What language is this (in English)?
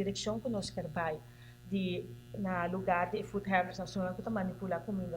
Papiamento